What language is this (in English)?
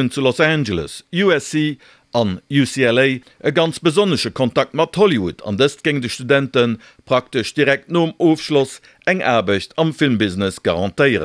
Luxembourgish